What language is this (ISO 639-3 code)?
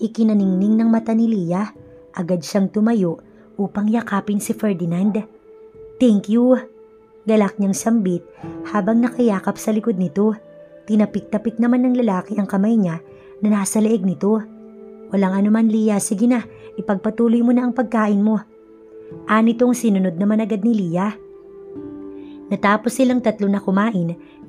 fil